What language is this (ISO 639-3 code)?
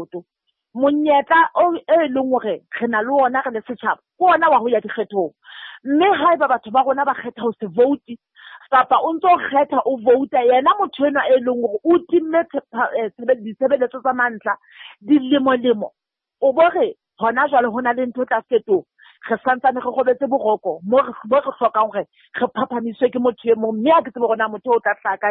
sot